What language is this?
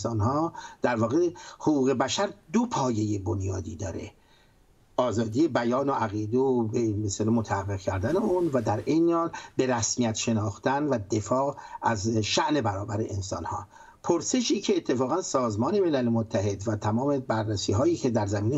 Persian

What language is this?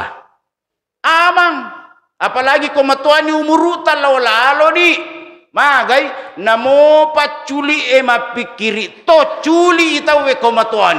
Buginese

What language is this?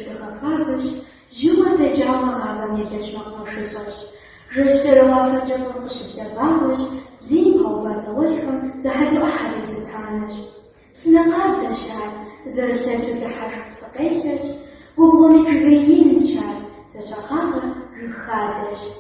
Kabardian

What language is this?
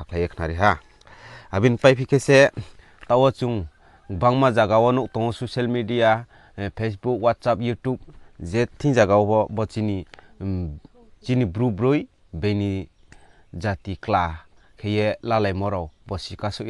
Riang (India)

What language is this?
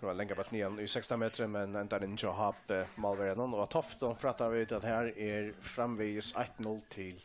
Faroese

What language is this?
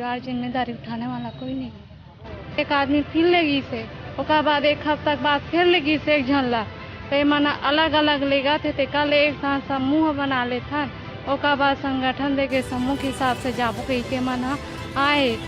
Chhattisgarhi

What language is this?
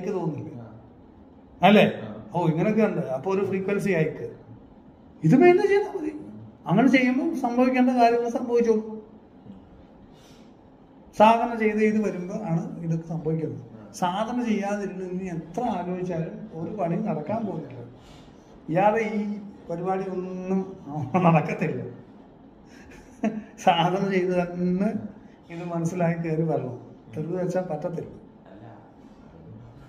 Malayalam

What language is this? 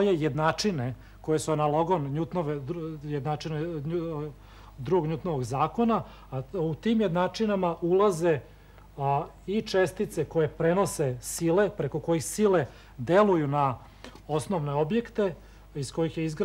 Serbian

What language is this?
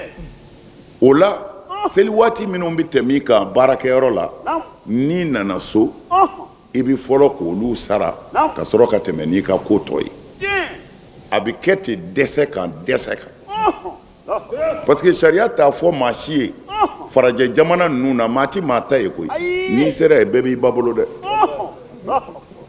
Bambara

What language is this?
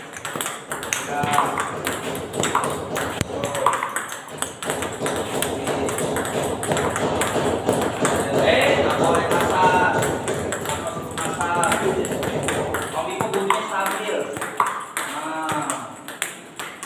Indonesian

